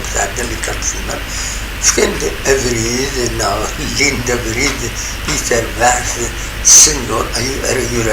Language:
Kabyle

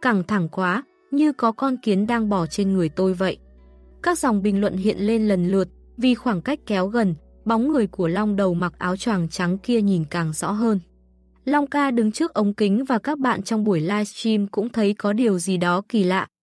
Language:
Vietnamese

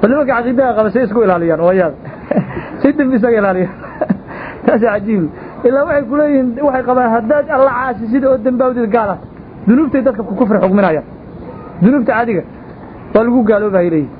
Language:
Somali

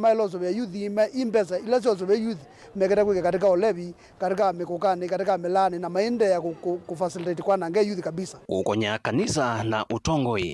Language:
Kamba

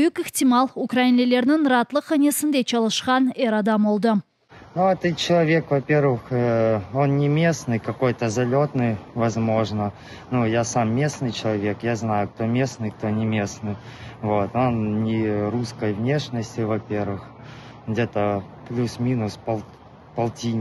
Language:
Crimean Tatar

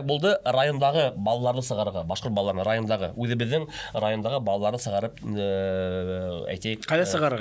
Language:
Bashkir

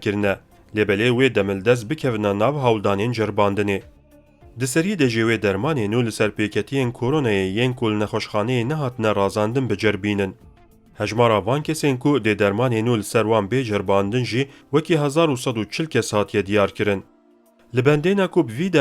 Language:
Kurdish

